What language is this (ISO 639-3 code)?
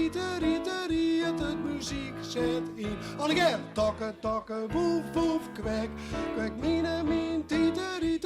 fry